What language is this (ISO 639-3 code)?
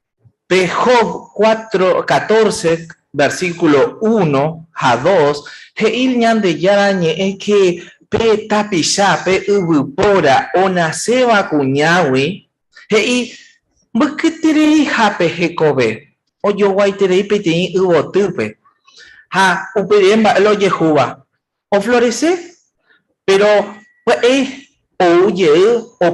grn